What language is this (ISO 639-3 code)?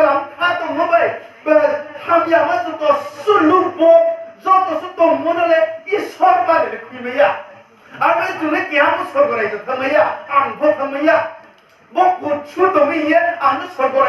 ria